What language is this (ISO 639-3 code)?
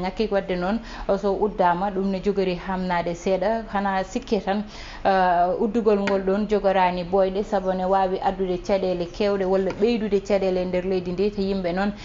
ful